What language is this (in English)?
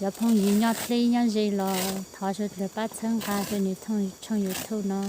Hmong